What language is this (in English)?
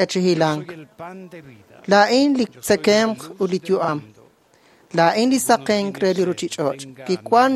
Kekchí